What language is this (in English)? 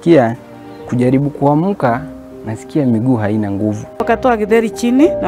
Gusii